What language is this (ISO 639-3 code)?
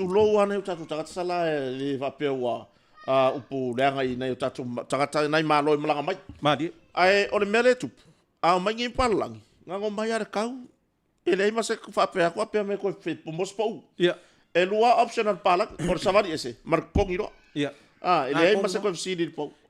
smo